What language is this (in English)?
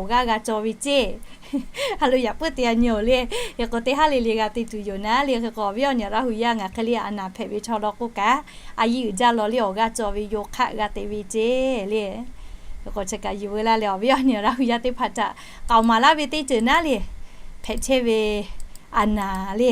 Lahu